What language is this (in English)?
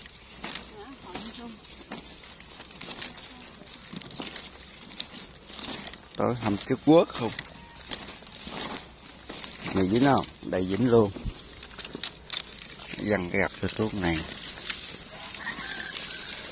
Vietnamese